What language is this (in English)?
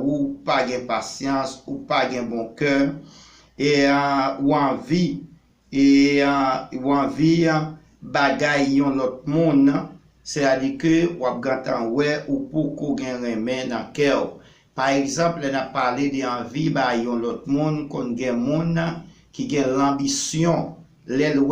Haitian Creole